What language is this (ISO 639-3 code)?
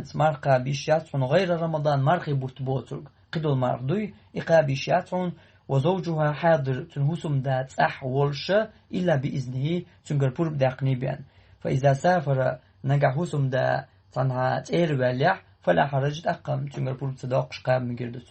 che